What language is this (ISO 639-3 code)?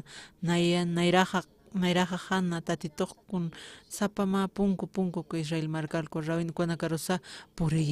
aym